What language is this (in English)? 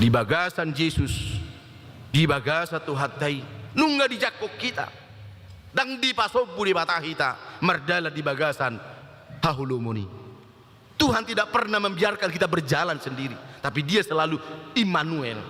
Batak Toba